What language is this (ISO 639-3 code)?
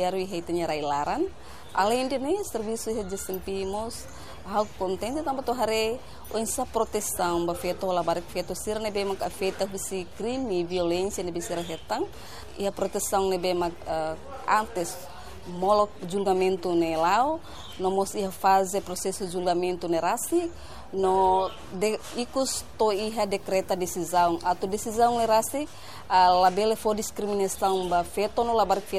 tet